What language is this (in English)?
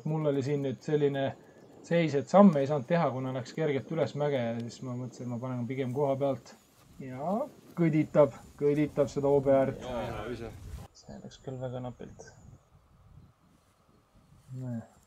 Estonian